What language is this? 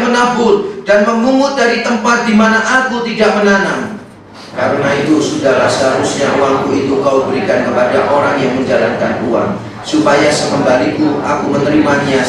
Indonesian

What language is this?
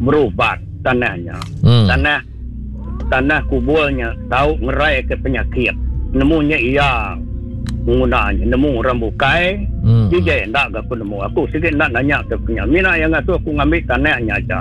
Iban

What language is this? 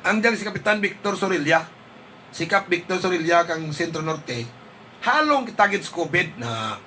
Hiligaynon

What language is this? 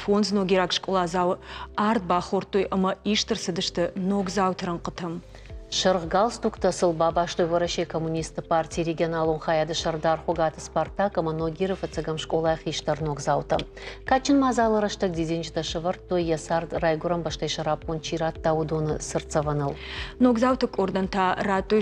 Ossetic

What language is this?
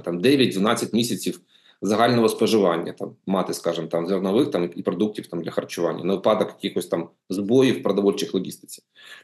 Ukrainian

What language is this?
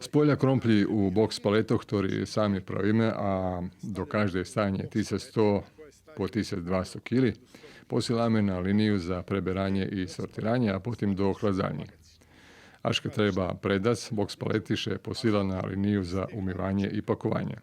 Rusyn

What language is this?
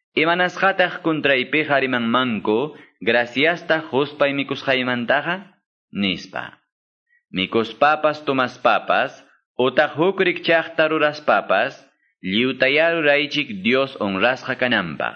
Quechua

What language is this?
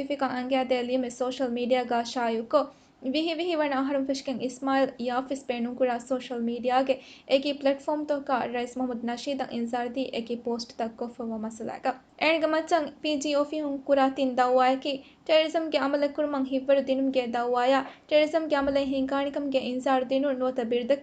Divehi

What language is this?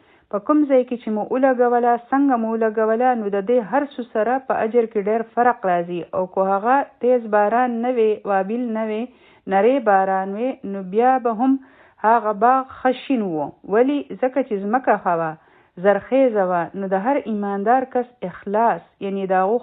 Pashto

